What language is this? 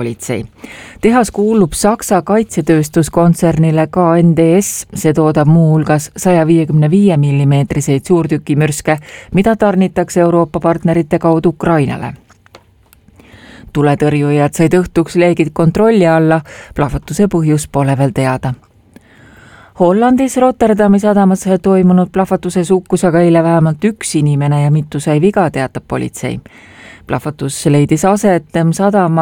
Estonian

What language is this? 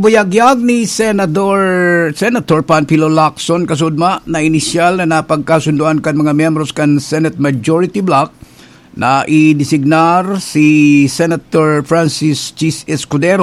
Bikol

